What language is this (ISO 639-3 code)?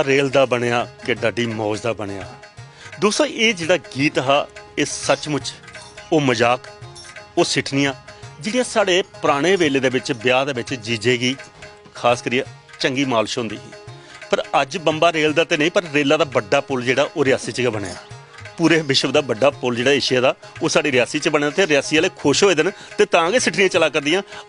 doi